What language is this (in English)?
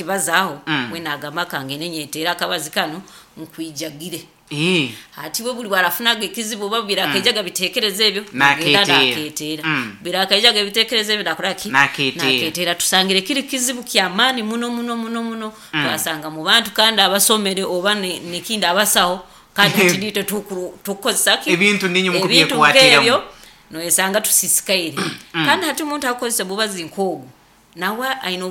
Nyoro